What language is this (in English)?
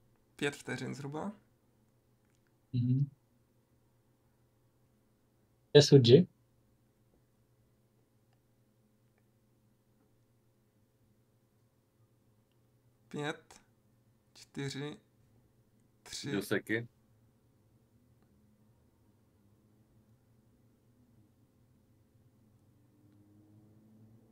Czech